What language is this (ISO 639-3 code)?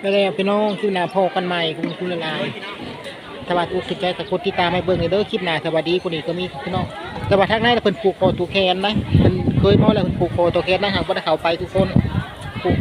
tts